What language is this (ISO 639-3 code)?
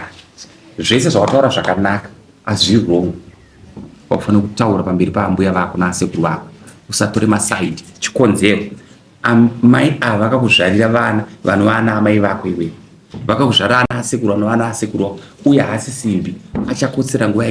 sna